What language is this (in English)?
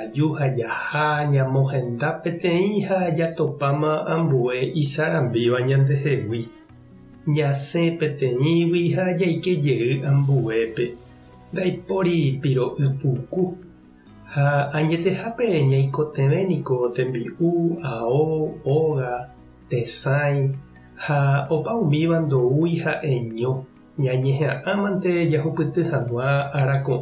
Guarani